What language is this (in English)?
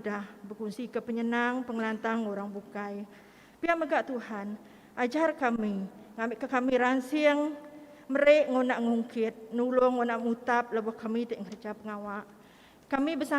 Iban